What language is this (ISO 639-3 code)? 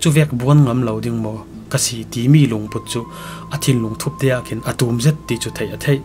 cfm